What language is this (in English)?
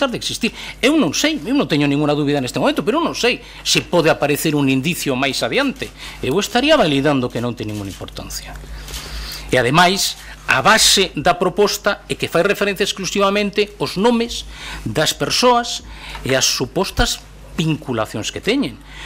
Galician